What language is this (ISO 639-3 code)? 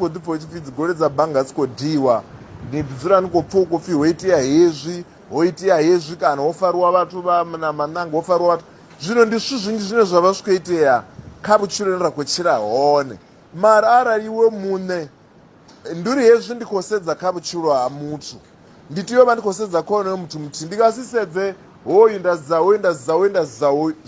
ven